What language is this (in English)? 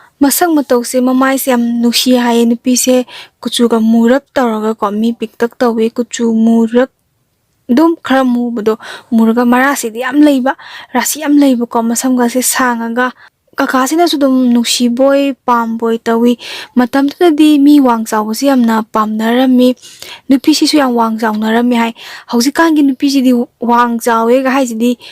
Manipuri